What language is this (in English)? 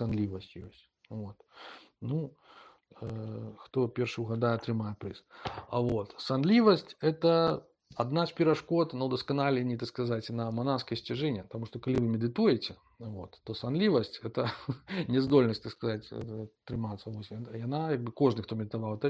Belarusian